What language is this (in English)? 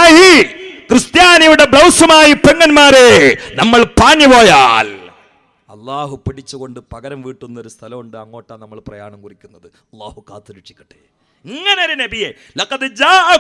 Malayalam